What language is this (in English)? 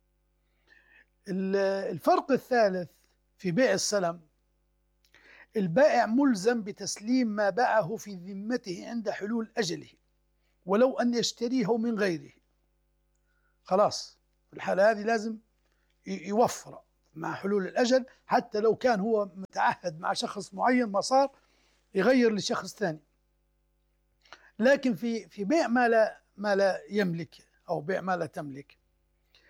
Arabic